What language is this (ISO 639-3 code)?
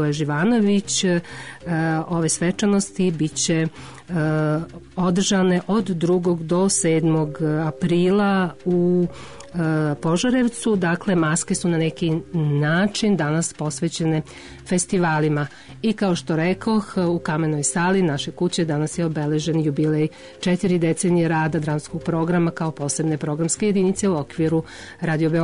srp